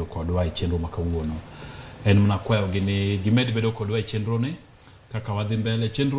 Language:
Luo (Kenya and Tanzania)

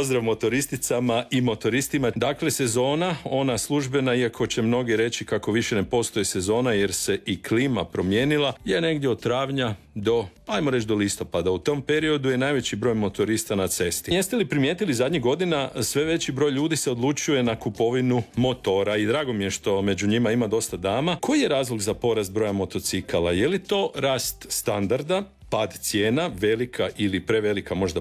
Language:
Croatian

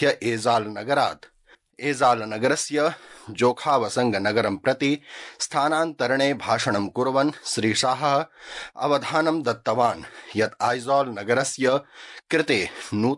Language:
Sanskrit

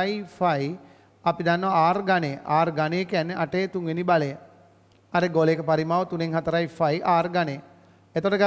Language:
Sinhala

